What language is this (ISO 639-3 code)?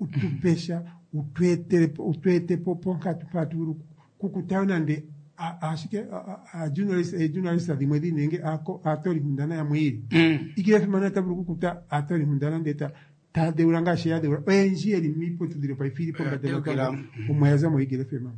kua